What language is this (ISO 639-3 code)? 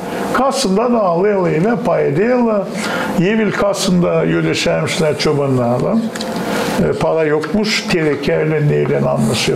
gag